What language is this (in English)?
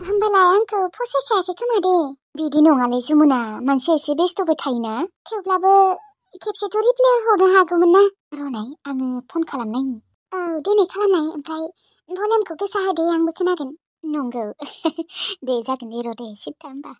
Bodo